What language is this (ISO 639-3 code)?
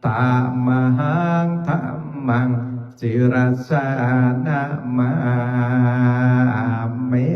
pli